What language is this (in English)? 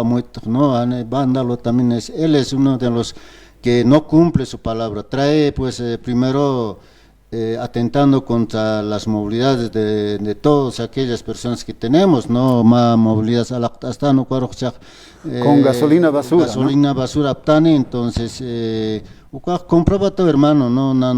Aymara